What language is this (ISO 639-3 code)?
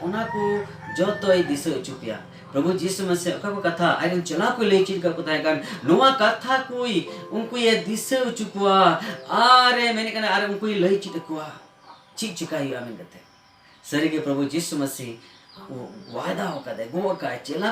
sat